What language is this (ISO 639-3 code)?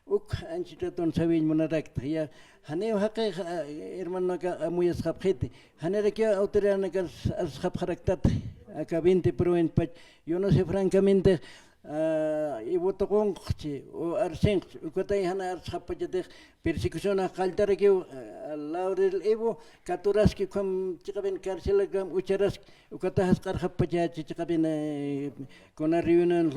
aym